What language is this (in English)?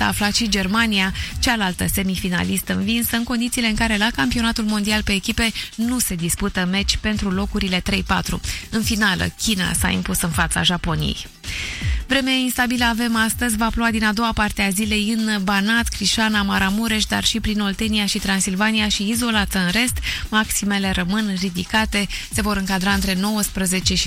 Romanian